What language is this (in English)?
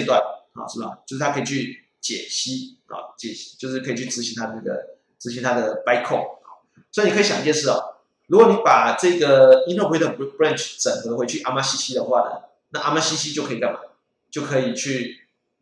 Chinese